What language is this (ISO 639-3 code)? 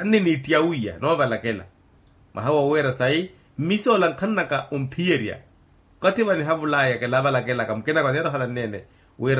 vmw